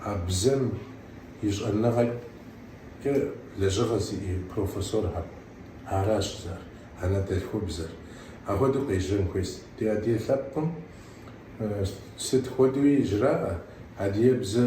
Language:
Kabardian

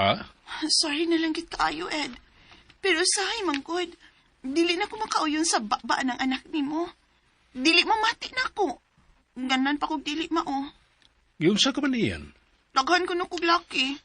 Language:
Cebuano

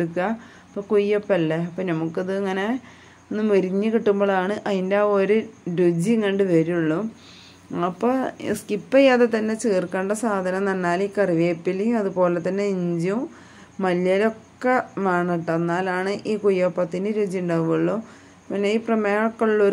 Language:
Malayalam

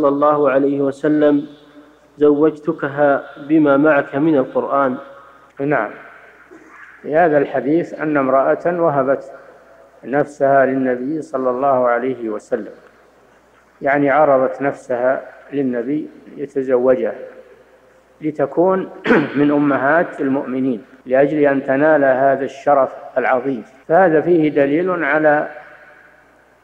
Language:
Arabic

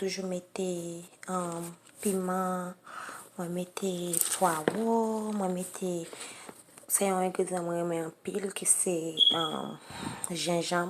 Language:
Haitian Creole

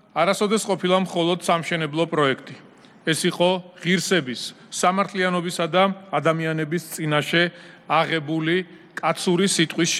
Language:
Georgian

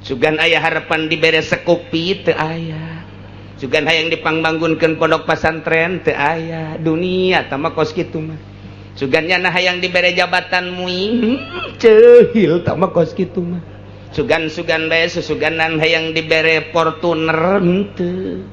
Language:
Sundanese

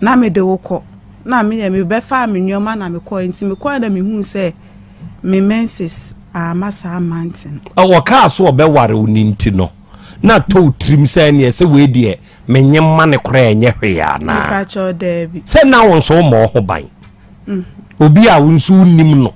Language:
Akan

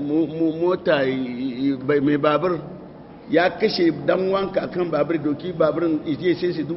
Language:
Hausa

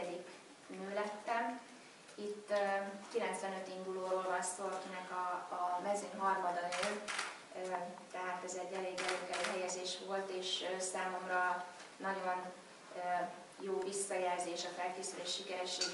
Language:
Hungarian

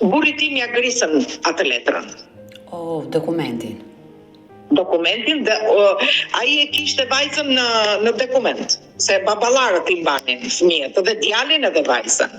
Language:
Albanian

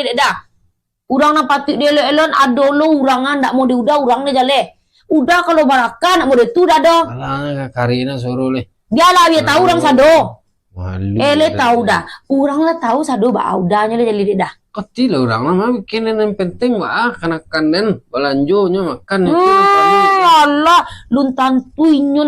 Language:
Minangkabau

